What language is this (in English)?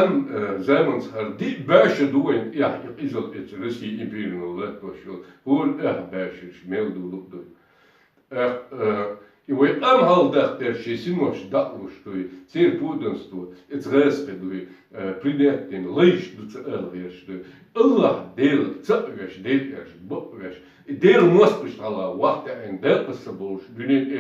Chechen